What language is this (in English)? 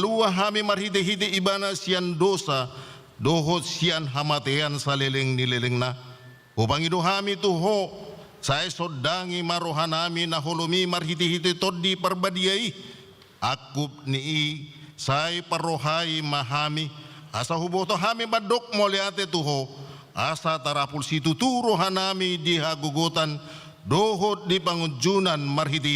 Batak Toba